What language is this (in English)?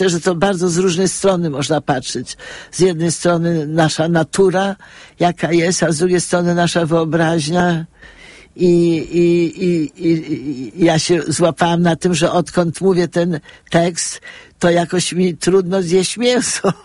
Polish